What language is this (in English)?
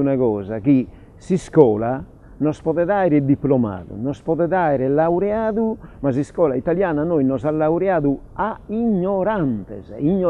Sardinian